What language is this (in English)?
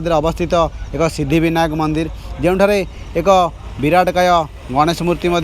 Odia